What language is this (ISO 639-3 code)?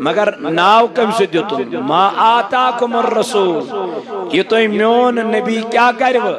kas